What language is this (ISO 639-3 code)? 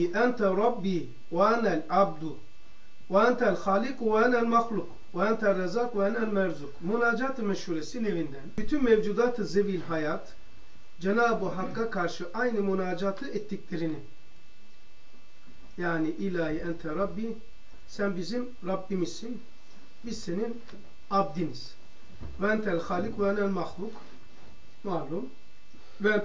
tur